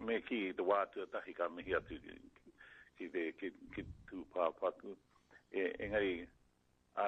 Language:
Māori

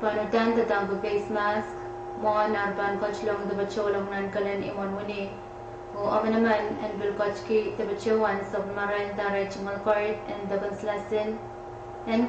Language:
Pohnpeian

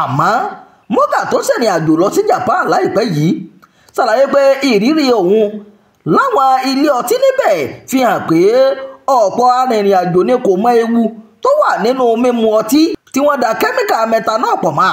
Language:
Yoruba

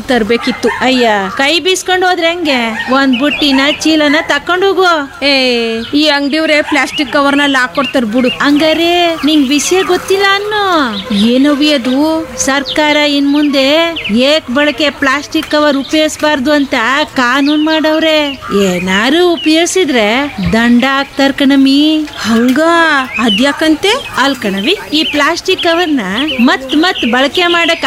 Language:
Kannada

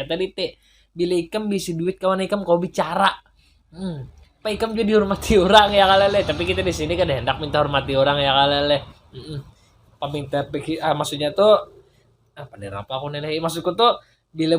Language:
Banjar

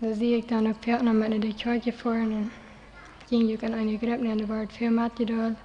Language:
Plautdietsch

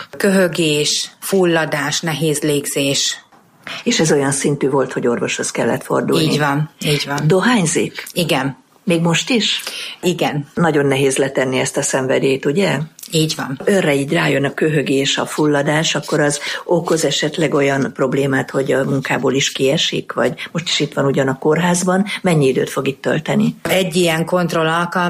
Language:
Hungarian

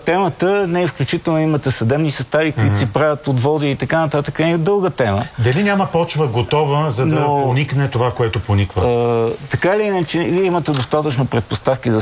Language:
Bulgarian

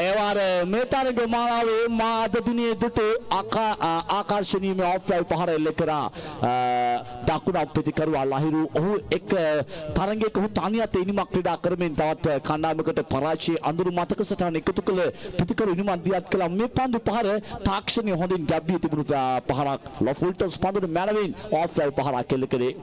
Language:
Sinhala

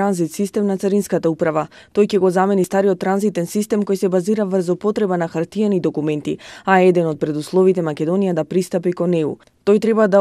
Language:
Macedonian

